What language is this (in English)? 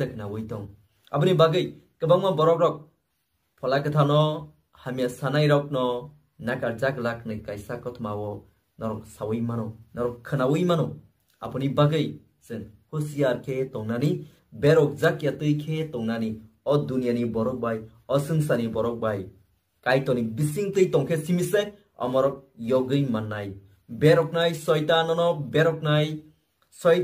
Kok Borok